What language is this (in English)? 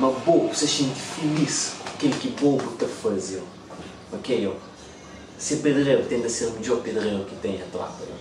Kabuverdianu